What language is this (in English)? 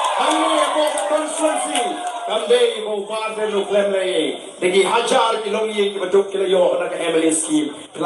Khasi